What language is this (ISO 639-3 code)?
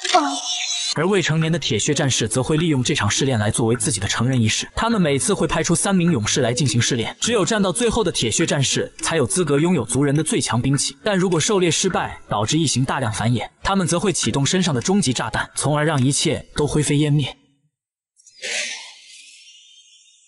zho